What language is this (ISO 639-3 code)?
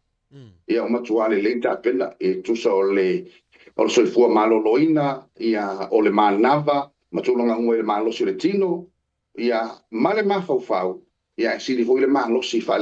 smo